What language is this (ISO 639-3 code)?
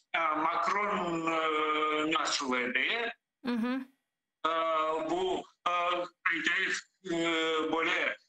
crh